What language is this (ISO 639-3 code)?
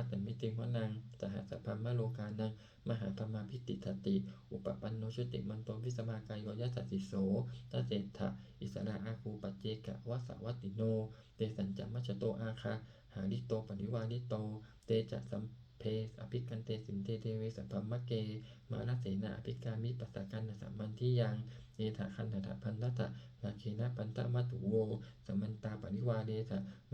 pli